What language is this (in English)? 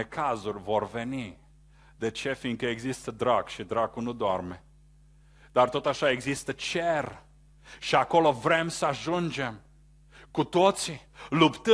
Romanian